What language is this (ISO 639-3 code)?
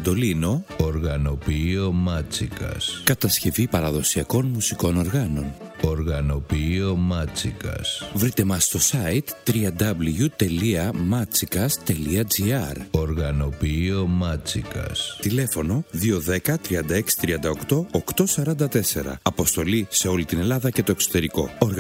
ell